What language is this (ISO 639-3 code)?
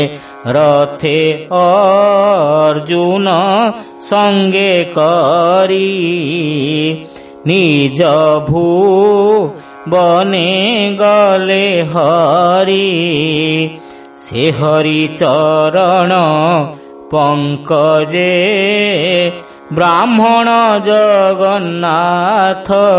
ori